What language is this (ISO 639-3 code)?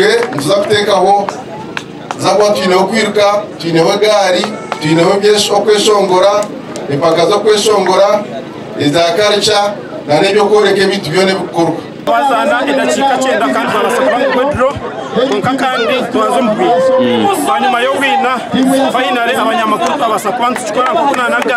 nyn